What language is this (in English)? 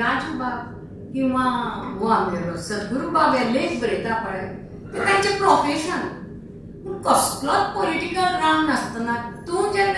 Konkani